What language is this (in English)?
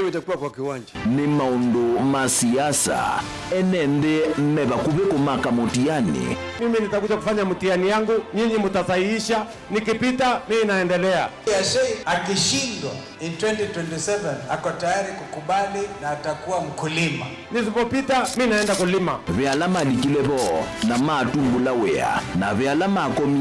Kamba